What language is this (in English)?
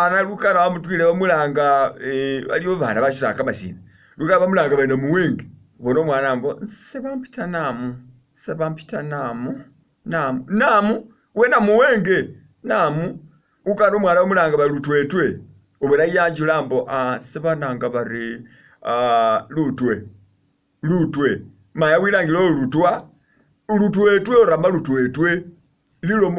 Masaaba